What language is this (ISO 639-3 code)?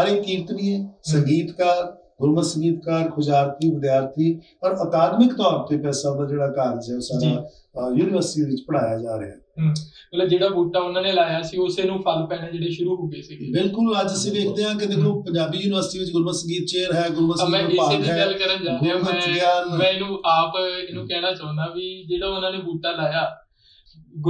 pan